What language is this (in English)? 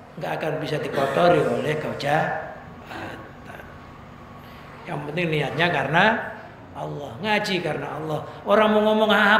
Indonesian